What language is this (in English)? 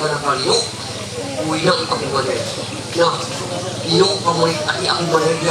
Ma'anyan